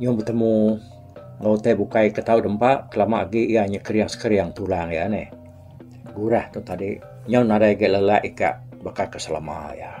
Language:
Iban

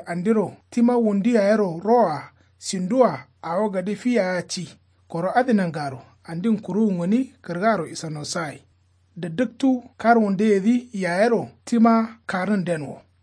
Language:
Kanuri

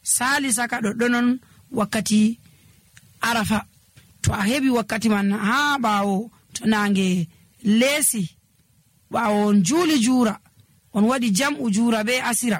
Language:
Nigerian Fulfulde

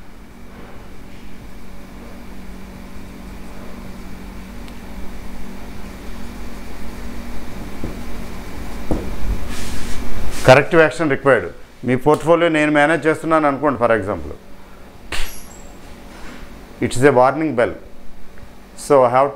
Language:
Telugu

